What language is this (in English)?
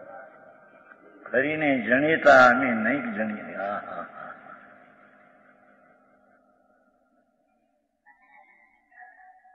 Gujarati